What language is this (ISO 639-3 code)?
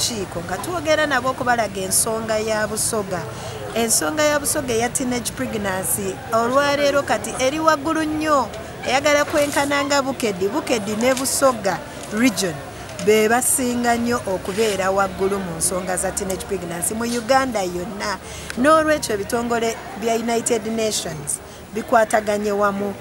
xog